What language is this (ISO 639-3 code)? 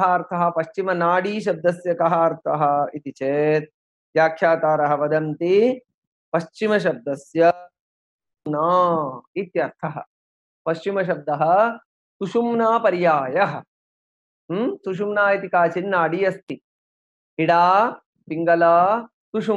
san